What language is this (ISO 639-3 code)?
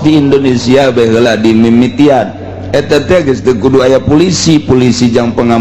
sun